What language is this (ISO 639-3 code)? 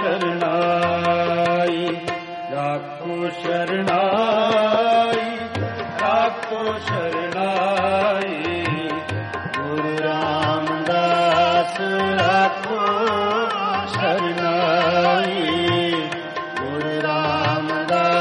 pan